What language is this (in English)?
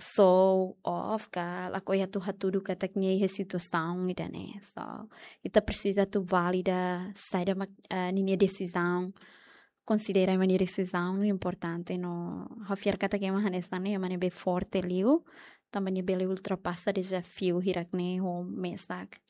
Tetum